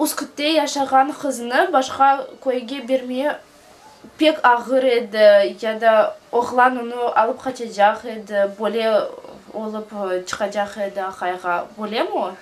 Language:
Crimean Tatar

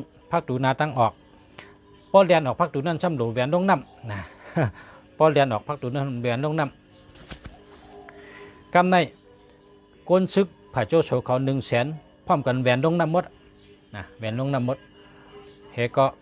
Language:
Shan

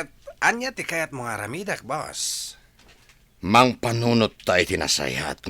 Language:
Iloko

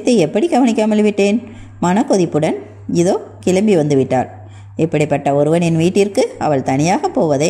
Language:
Tamil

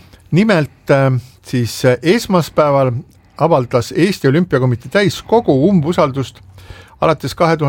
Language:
Estonian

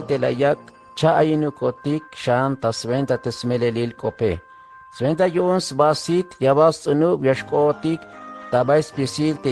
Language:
Tzeltal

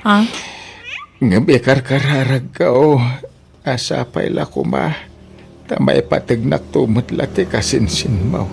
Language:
Iloko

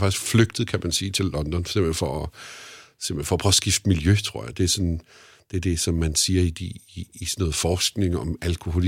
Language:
Danish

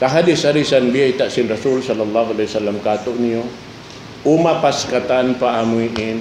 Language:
Tausug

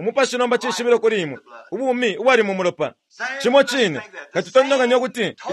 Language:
Bemba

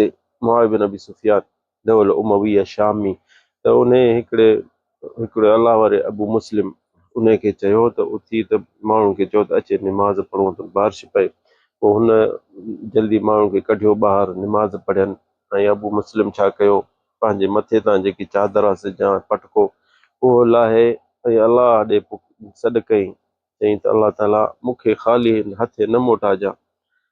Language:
Sindhi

